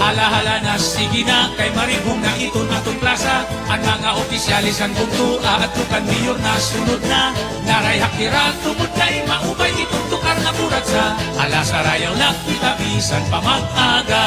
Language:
Waray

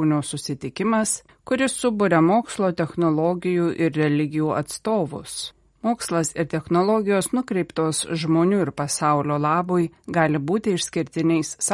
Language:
Lithuanian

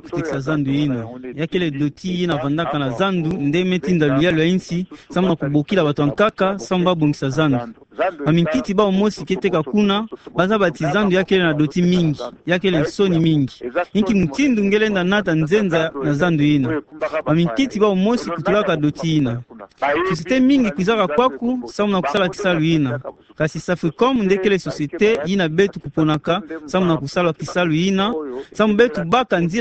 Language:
Kituba (Democratic Republic of Congo)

